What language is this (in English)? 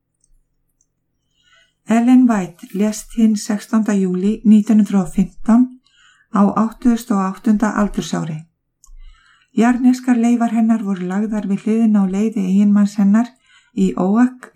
Icelandic